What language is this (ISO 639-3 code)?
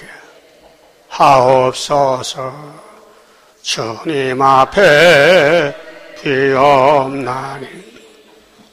kor